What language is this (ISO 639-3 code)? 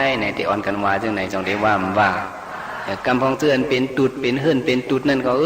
shn